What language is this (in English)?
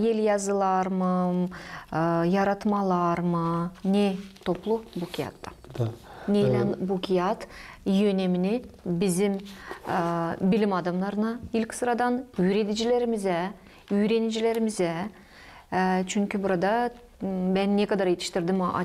Gagauz